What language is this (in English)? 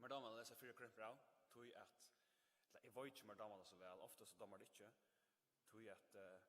Faroese